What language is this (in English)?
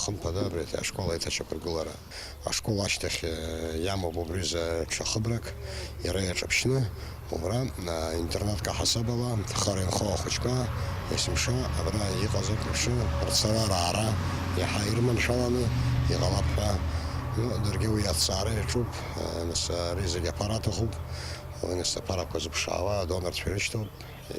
Abkhazian